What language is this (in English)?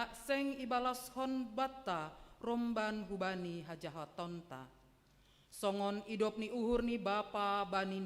Batak Simalungun